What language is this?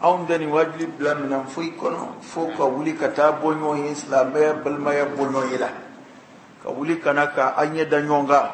Bambara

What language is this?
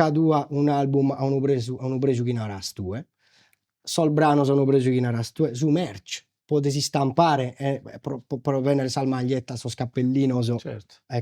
Sardinian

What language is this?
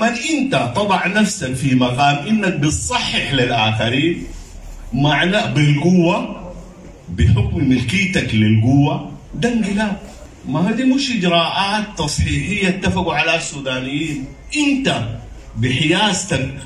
Sudanese Arabic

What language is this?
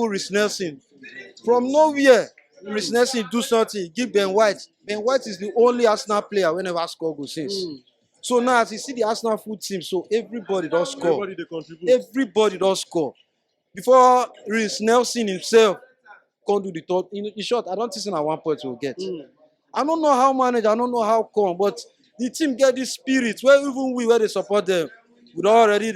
Nigerian Pidgin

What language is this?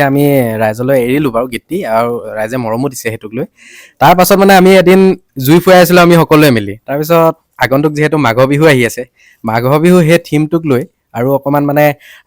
Assamese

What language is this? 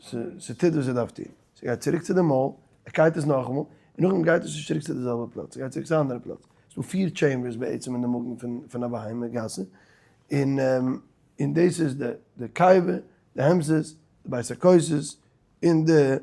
Yiddish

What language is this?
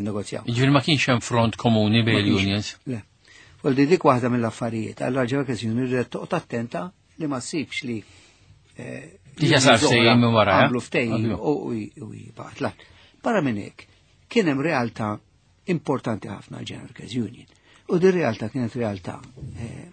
Maltese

